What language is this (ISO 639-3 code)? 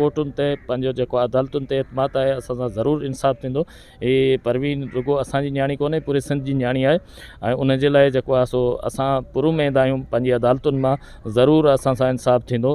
snd